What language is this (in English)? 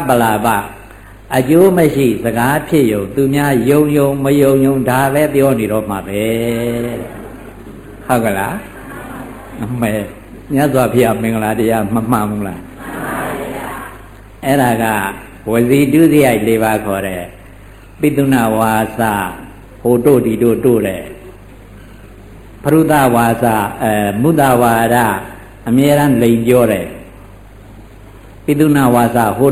Burmese